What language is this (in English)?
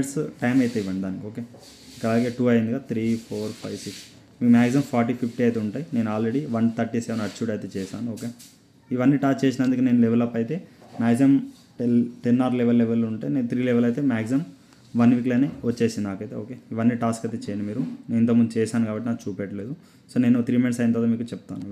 Telugu